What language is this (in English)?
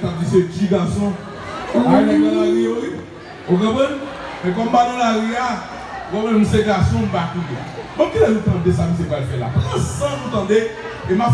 Haitian Creole